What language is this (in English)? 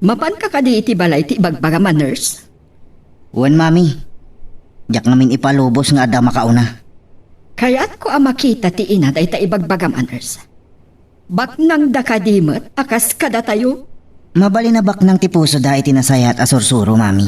Iloko